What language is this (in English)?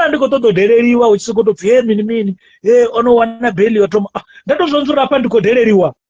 Venda